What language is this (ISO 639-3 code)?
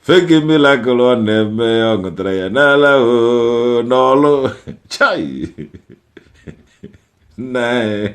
ibo